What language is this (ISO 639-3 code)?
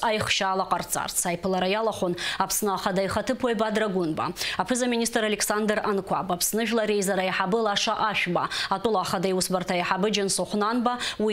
abk